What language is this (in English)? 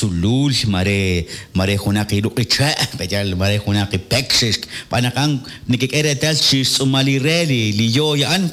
Kekchí